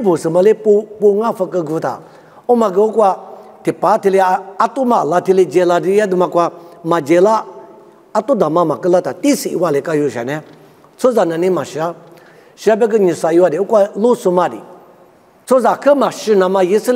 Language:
Lisu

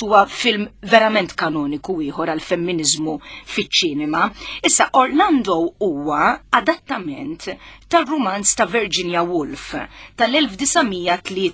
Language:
Maltese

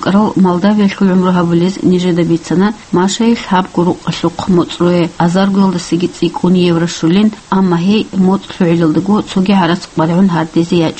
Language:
Avaric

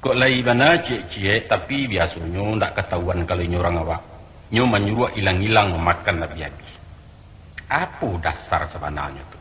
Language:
Minangkabau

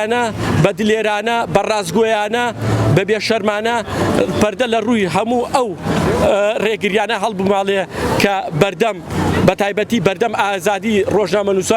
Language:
Central Kurdish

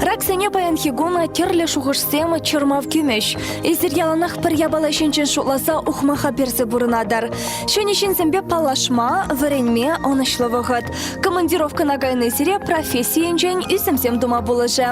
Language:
Chuvash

